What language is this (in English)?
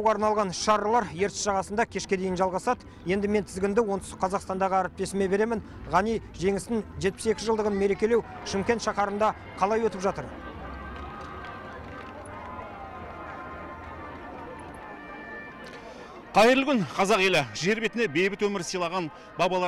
Kazakh